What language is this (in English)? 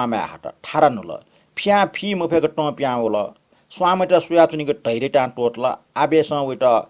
Newari